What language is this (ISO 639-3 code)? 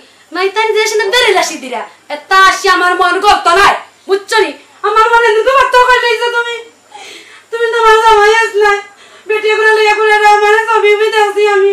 syl